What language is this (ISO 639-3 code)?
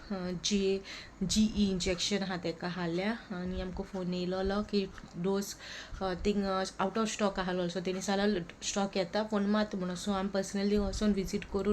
kok